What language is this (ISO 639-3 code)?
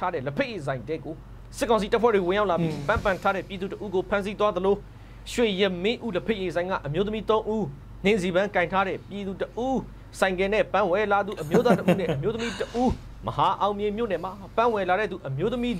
mya